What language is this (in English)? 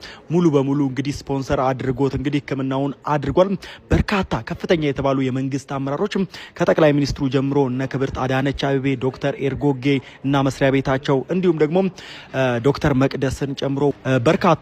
Amharic